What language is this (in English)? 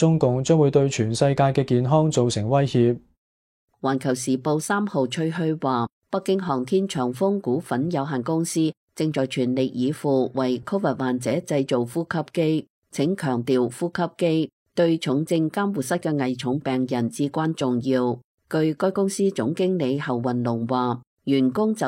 Cantonese